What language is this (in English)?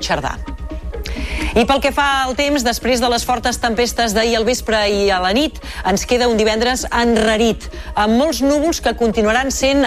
Catalan